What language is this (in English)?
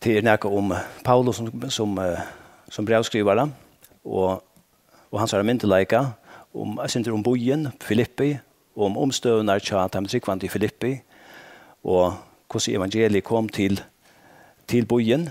Faroese